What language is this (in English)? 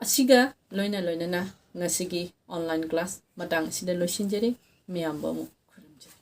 Manipuri